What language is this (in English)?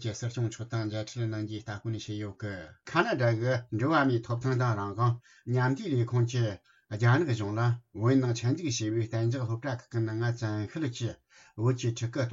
Tibetan